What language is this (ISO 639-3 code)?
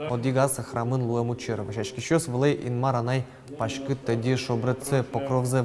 udm